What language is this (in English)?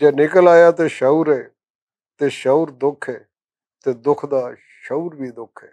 Western Panjabi